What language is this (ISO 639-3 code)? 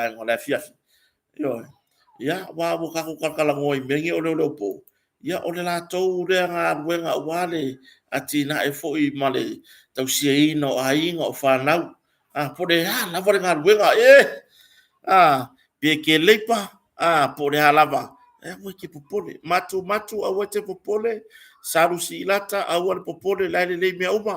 smo